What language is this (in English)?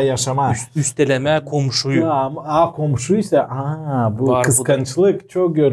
Gagauz